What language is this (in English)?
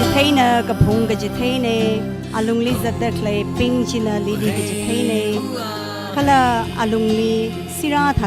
Tangkhul Naga (India)